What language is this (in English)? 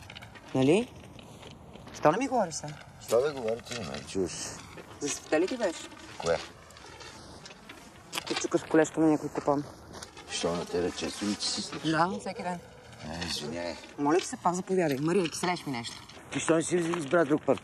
Bulgarian